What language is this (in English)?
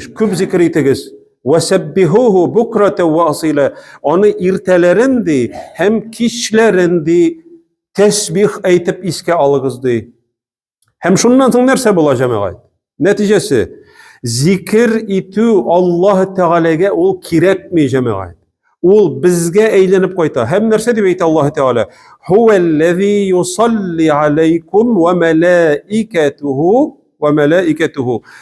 Tatar